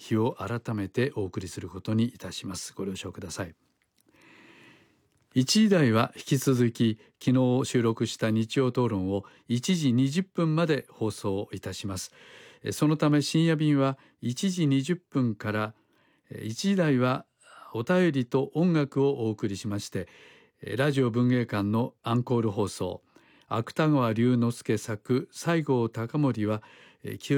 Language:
Japanese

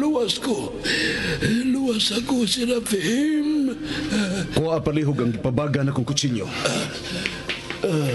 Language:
Cebuano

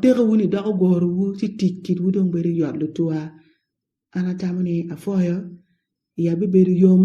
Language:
Acoli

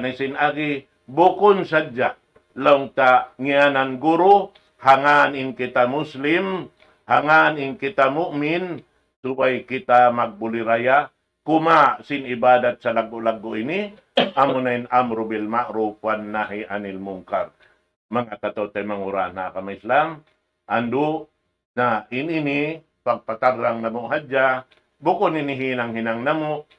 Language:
Tausug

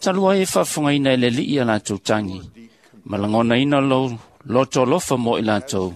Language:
Samoan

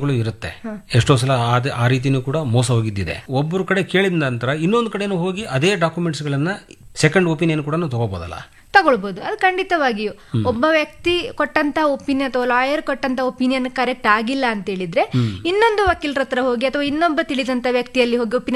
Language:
Kannada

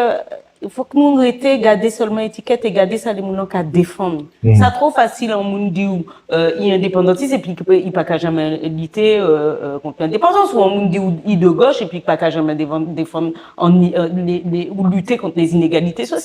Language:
Guadeloupean Creole French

